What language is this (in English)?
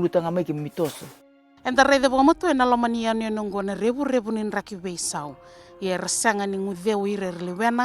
Fijian